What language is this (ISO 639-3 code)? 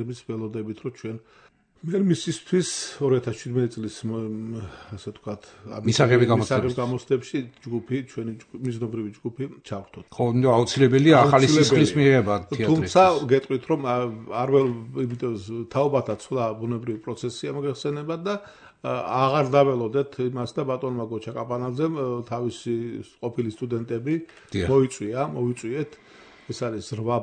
kat